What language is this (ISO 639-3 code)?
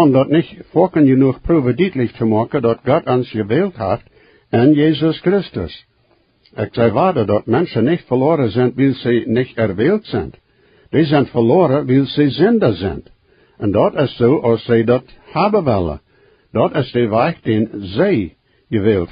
pdt